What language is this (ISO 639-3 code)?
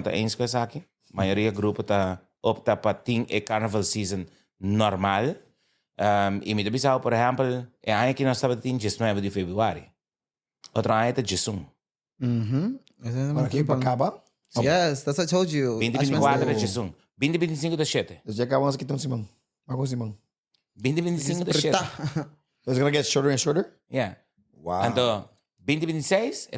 pap